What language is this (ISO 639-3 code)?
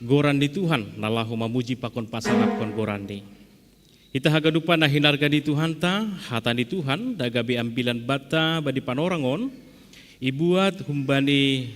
bts